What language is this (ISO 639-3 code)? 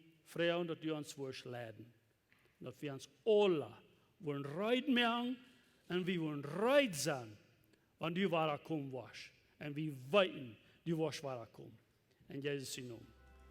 pdt